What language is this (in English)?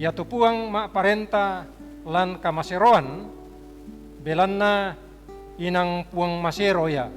Toraja-Sa'dan